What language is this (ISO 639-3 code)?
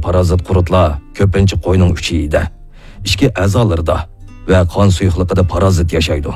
uig